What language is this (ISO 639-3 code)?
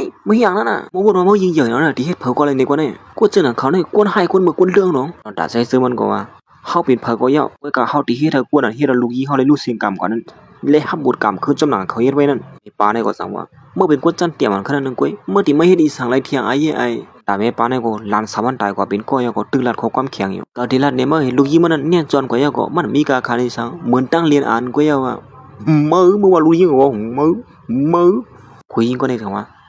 shn